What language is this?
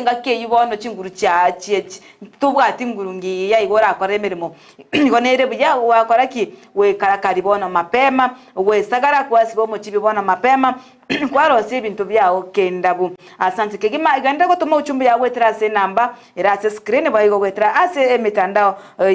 Gusii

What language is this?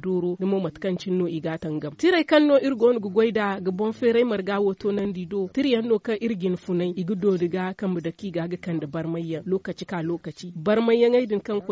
Zarma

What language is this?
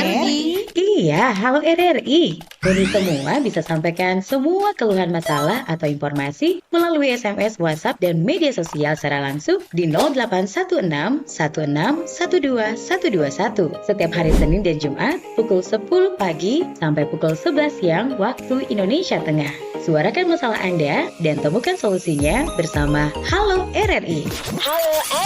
Manado Malay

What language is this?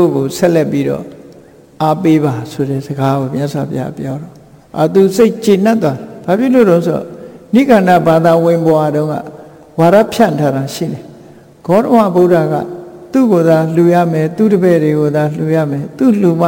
Burmese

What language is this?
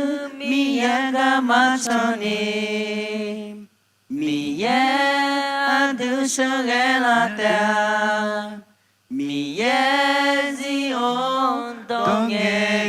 Akha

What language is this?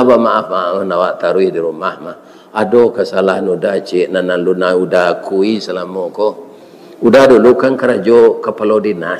Minangkabau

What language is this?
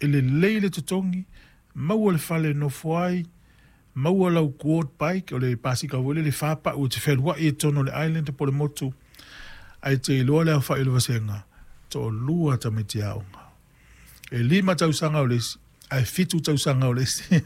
Samoan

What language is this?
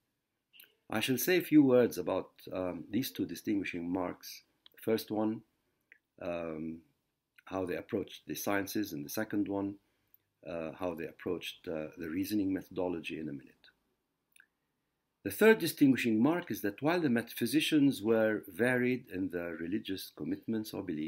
English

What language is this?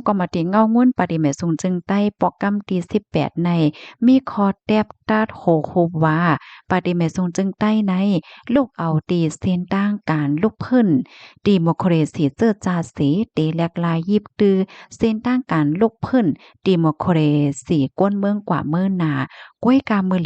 Shan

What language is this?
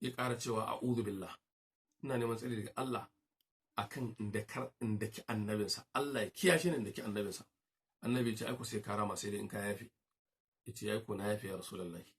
Hausa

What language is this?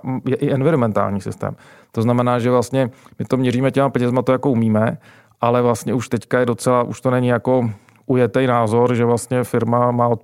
Czech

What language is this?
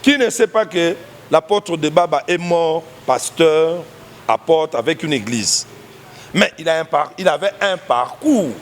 Lingala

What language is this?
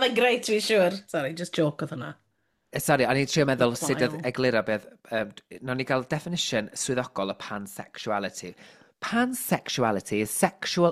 Welsh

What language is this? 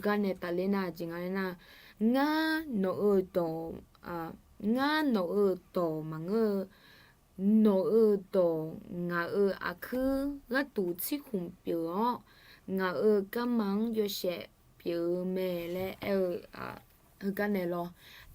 Akha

